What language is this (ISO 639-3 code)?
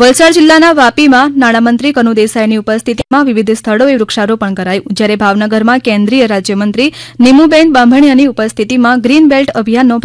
guj